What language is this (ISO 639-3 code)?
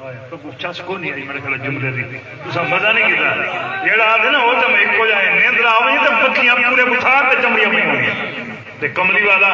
skr